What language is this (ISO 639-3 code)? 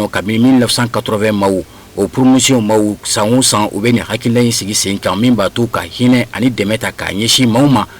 bam